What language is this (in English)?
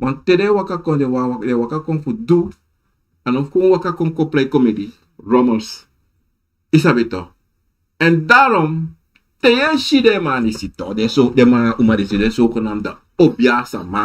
Sranan Tongo